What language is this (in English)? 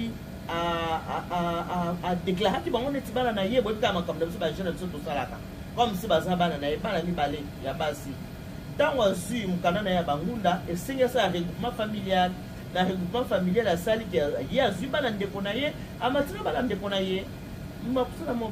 Lingala